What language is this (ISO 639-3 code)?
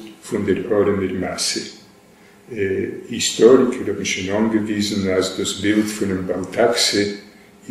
yid